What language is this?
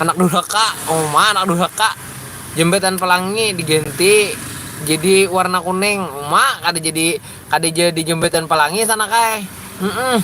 Banjar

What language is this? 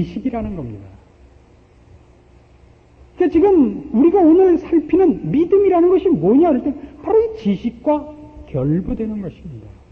Korean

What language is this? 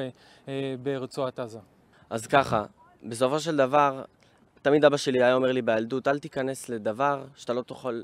Hebrew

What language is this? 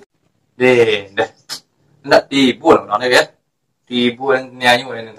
Minangkabau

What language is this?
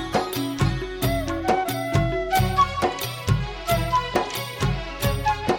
Telugu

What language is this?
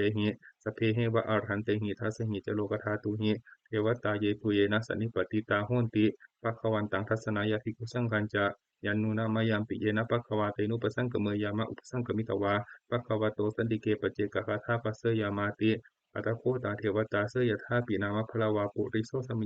Pali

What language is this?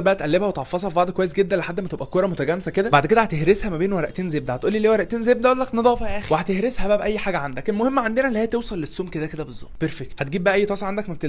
Egyptian Arabic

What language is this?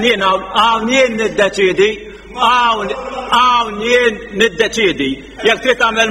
Maltese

